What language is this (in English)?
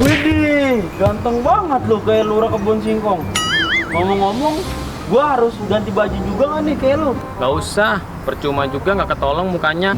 Betawi